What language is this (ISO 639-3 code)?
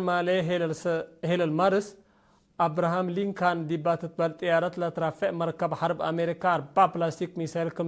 tig